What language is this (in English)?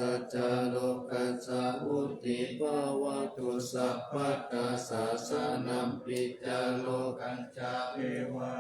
Pali